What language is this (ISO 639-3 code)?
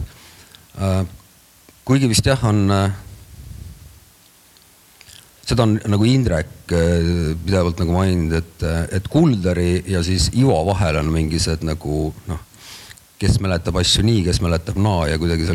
est